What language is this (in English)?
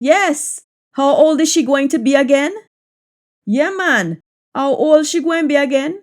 Jamaican Creole English